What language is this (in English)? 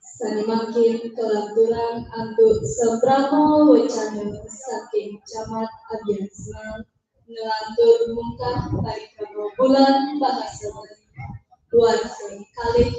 Balinese